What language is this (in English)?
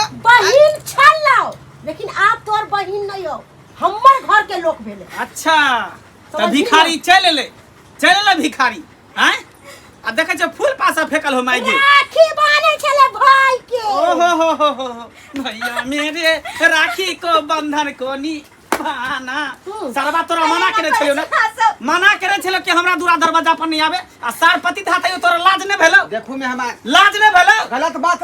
Maithili